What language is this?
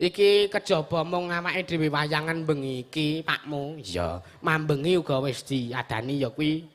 Javanese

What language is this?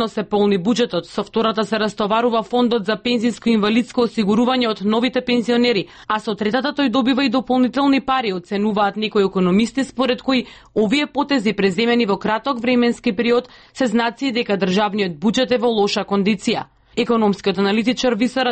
Macedonian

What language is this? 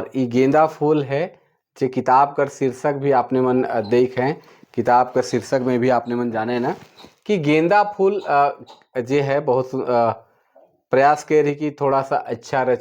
Sadri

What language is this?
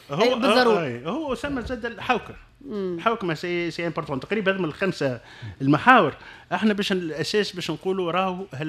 Tunisian Arabic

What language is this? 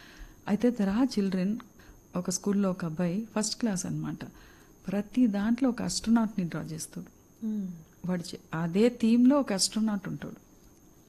Telugu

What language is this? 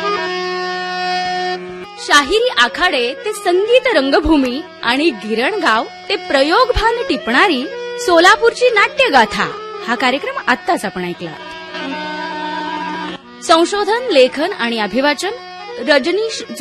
Marathi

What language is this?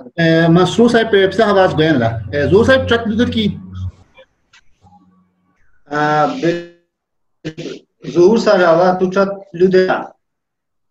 Khowar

